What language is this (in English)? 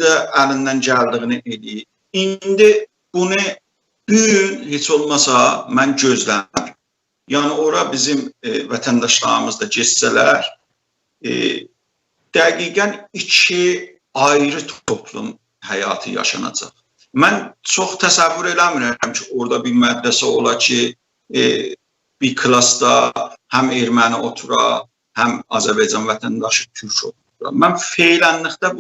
South Azerbaijani